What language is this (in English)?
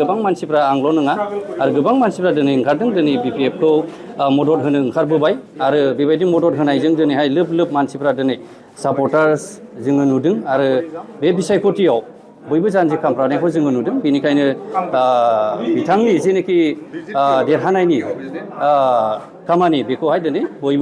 Bodo